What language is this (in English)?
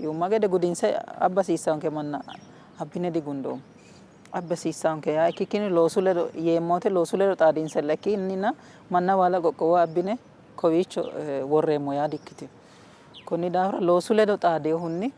Sidamo